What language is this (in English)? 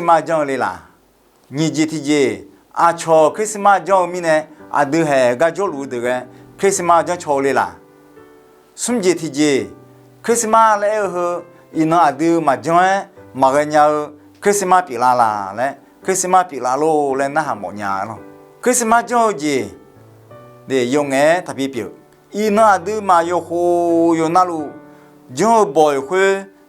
Akha